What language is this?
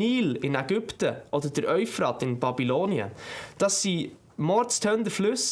Swiss German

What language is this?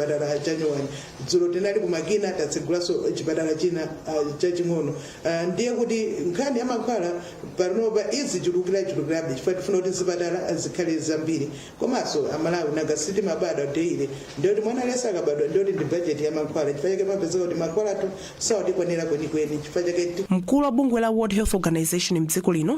Nyanja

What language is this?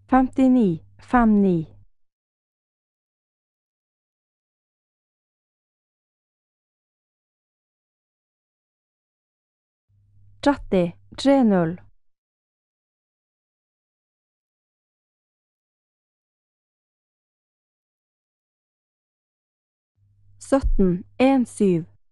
Norwegian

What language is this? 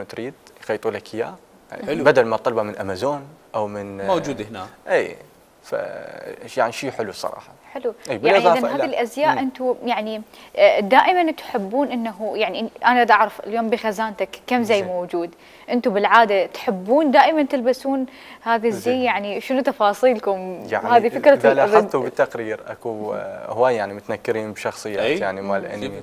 Mesopotamian Arabic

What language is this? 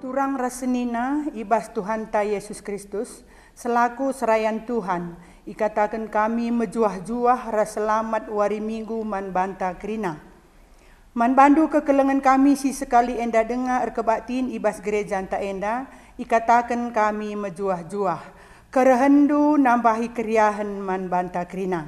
Batak Karo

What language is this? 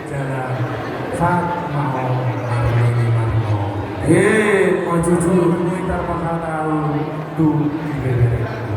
Batak Toba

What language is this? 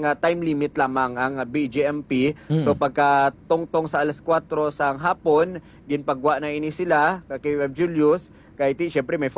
Hiligaynon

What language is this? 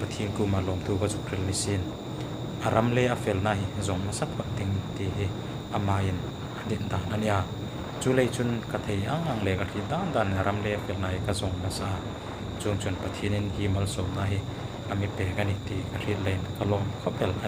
Hmar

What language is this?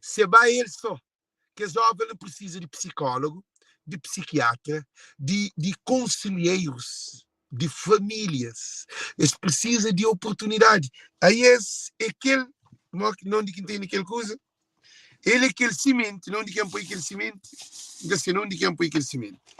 Kabuverdianu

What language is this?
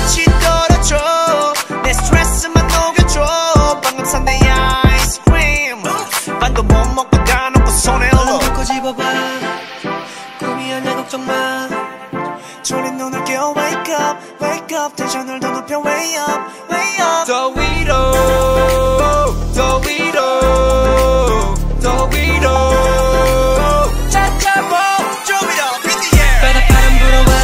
Korean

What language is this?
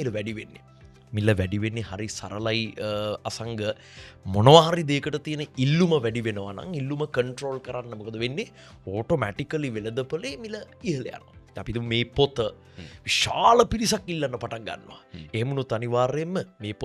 Sinhala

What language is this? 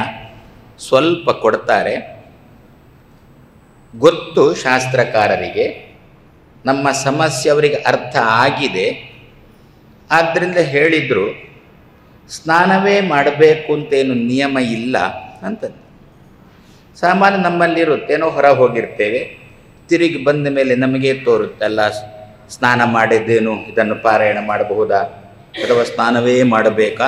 Kannada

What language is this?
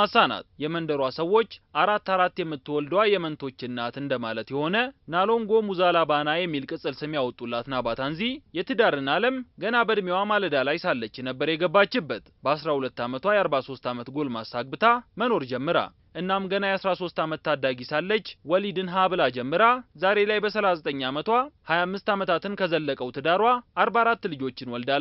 Amharic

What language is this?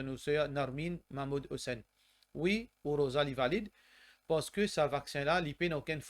Morisyen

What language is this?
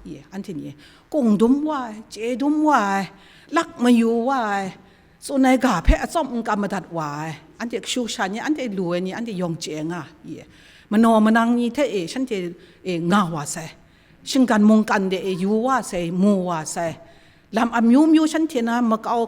Kachin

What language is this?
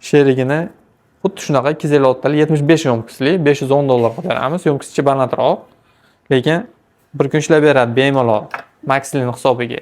Uzbek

